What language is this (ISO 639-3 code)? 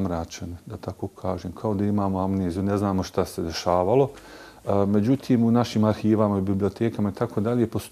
bos